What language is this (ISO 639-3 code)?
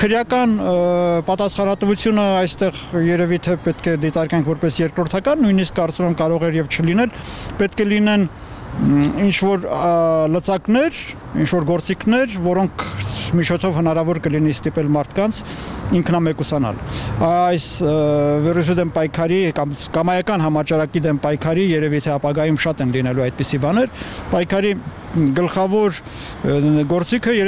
hye